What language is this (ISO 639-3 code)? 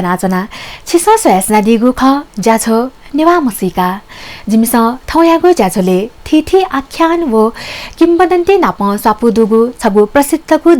new